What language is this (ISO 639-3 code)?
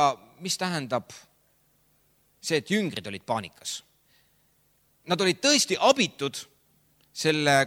est